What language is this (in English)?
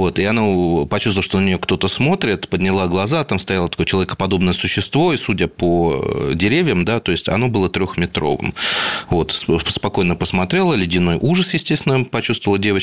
Russian